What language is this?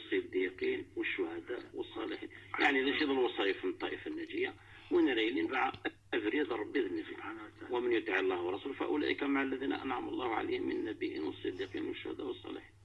Kabyle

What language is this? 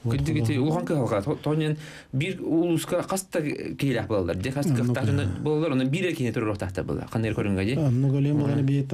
Yakut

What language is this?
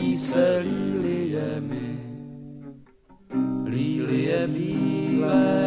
Czech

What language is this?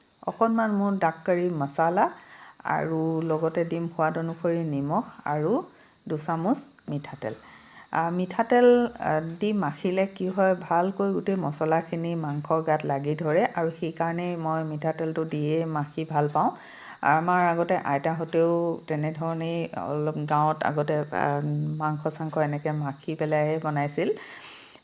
Assamese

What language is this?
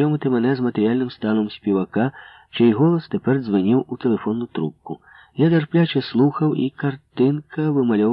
Ukrainian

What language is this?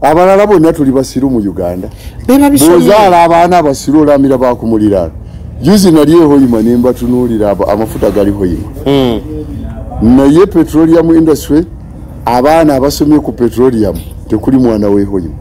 Ganda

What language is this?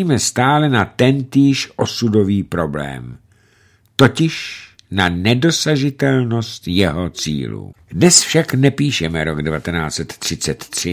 Czech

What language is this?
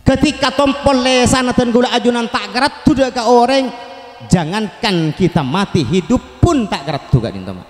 Madurese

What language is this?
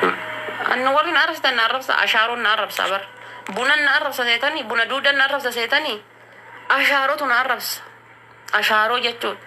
Oromo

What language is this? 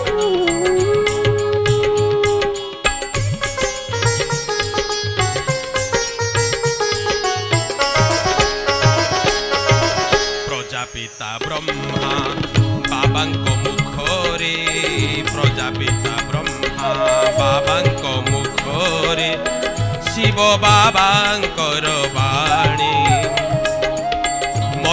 Odia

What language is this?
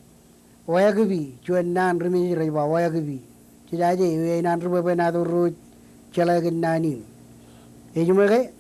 Marshallese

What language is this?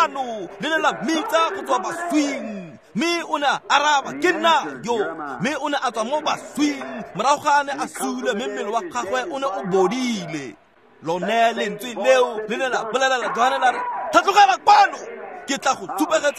Tswana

